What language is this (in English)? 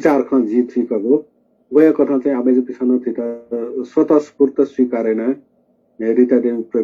Newari